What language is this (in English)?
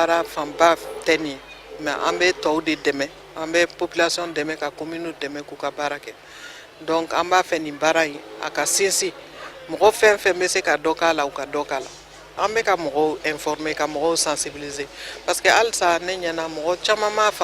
Bambara